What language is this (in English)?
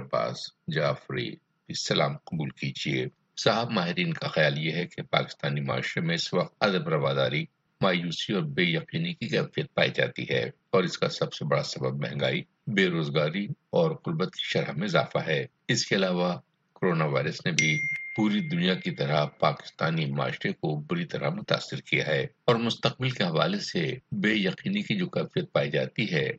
Urdu